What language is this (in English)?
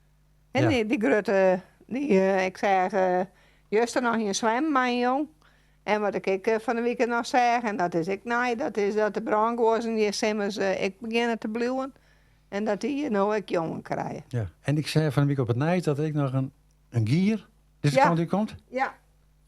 Western Frisian